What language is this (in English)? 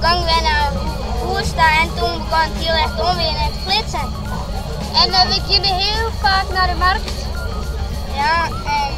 Western Frisian